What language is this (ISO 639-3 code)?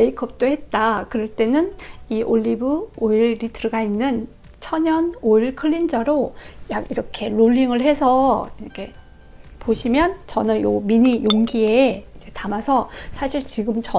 kor